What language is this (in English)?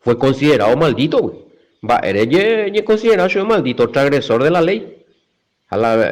Guarani